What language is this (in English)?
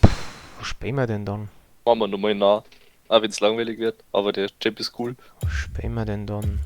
Bavarian